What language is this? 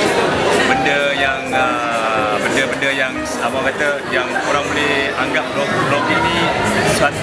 Malay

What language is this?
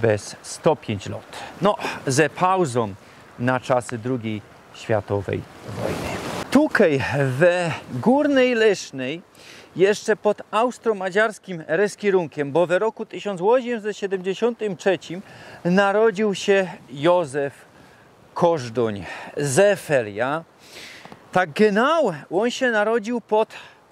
Silesian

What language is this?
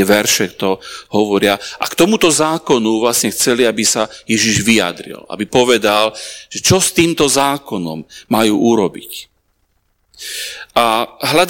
Slovak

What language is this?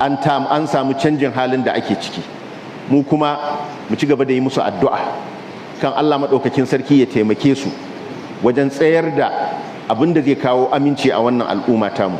Hausa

